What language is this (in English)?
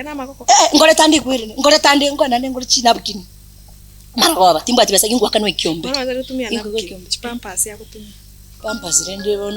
Gusii